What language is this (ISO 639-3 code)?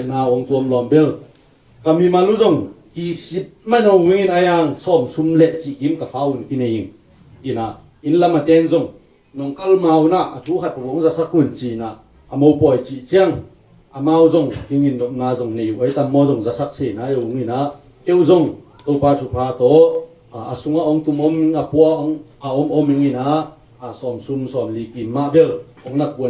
ctd